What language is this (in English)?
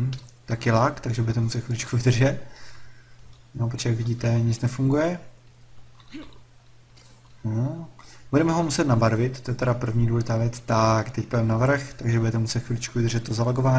Czech